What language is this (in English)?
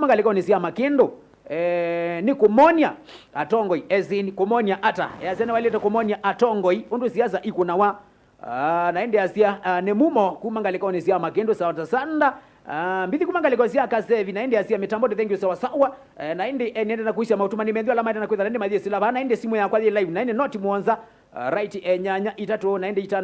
Kamba